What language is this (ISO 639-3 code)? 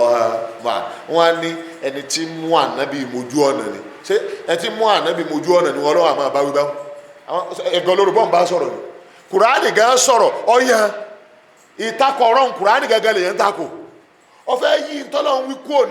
yor